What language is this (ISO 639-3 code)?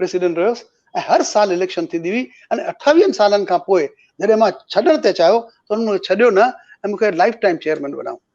snd